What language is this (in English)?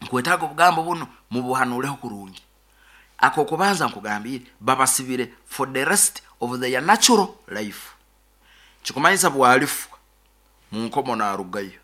Nyoro